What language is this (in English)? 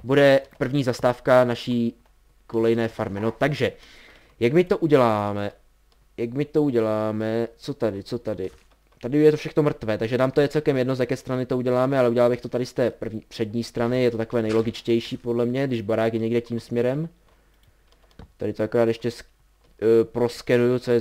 Czech